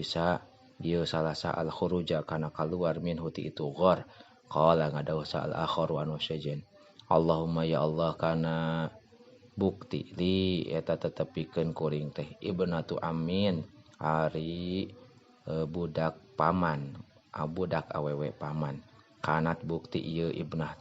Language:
Sundanese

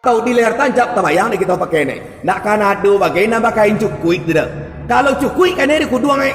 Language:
Minangkabau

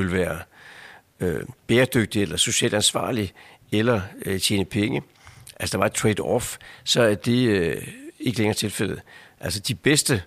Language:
Danish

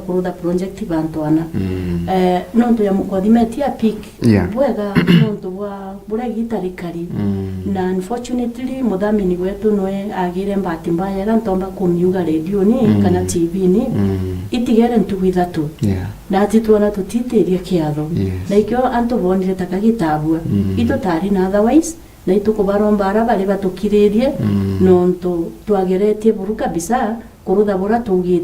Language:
Meru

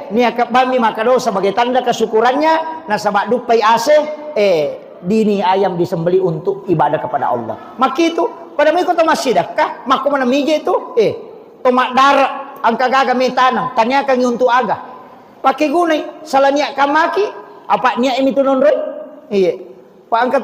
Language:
Buginese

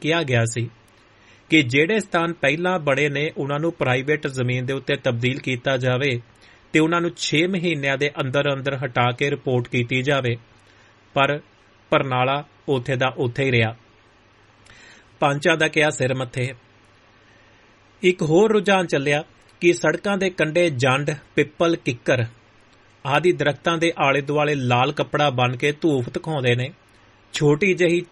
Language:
Punjabi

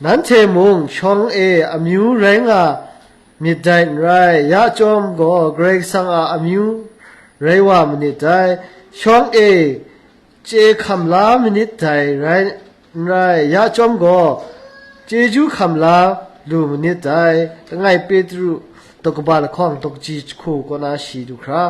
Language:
Kachin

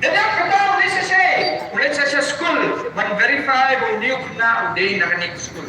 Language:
Khasi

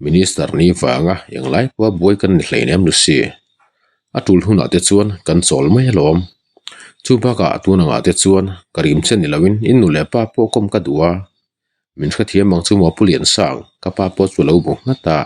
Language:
Mizo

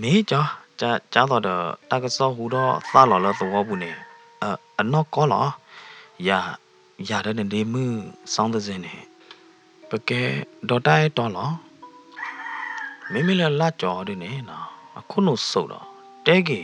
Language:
S'gaw Karen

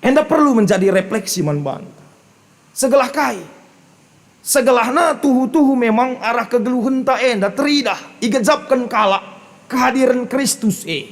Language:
Batak Karo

